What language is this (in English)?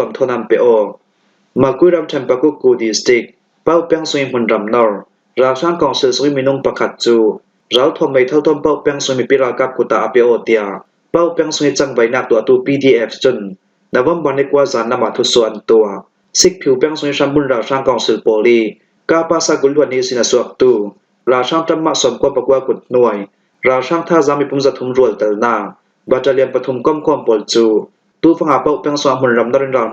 Falam Chin